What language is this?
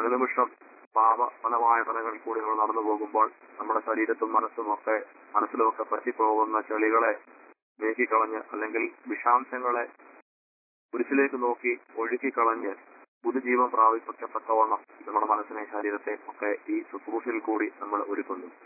Malayalam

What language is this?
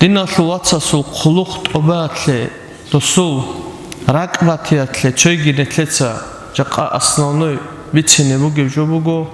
Avaric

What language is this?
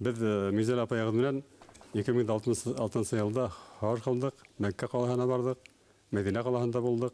Bashkir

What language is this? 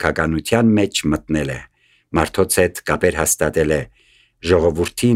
Armenian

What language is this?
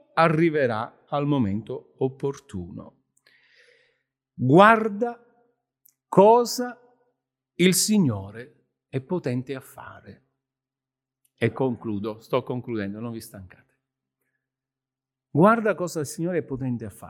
Italian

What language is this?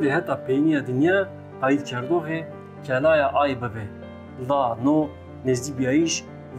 Zaza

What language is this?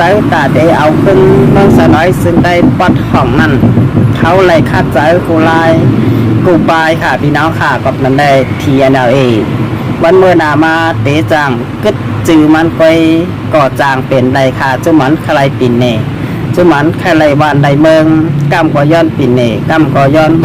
Shan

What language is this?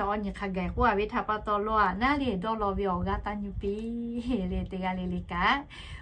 Lahu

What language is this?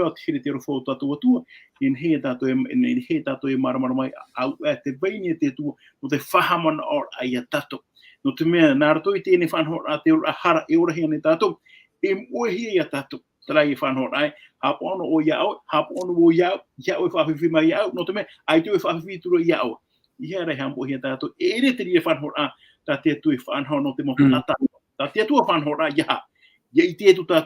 Tahitian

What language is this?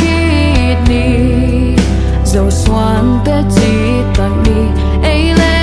Tedim Chin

